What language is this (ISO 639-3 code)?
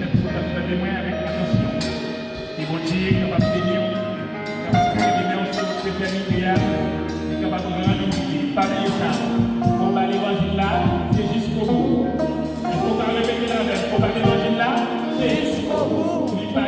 hat